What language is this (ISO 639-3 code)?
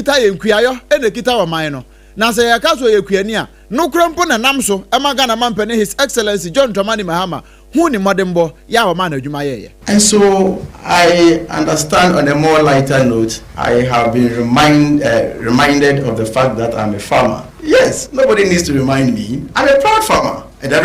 aka